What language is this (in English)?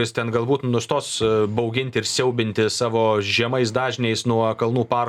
Lithuanian